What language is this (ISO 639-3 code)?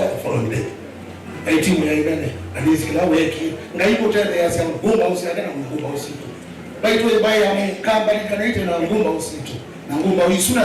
kam